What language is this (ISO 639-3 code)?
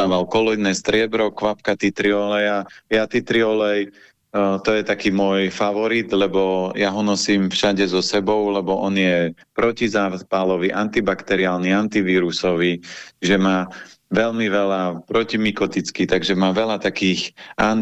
slk